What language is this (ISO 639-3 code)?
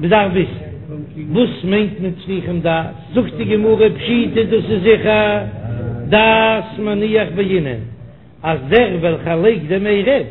yid